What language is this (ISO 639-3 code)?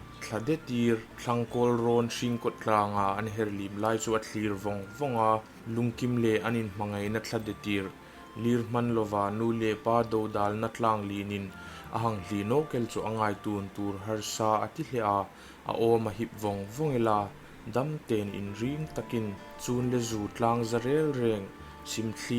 hmr